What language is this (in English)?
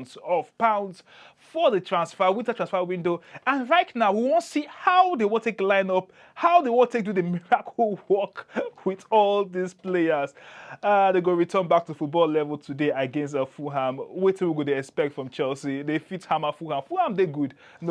Nigerian Pidgin